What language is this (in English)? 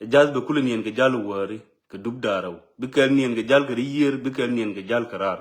Nuer